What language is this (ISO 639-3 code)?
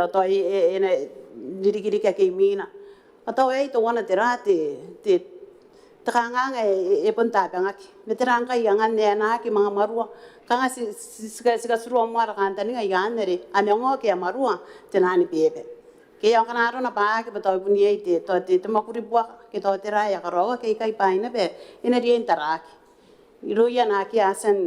gil